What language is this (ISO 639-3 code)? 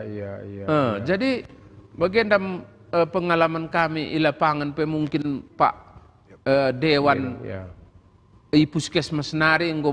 btx